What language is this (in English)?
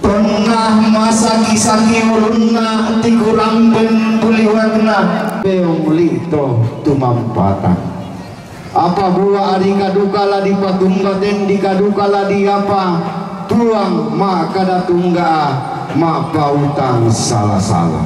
Toraja-Sa'dan